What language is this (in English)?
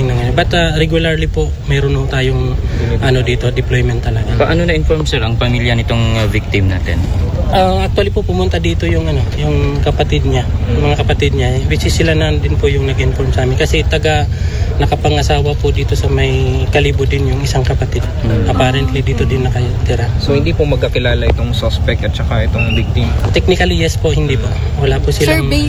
Filipino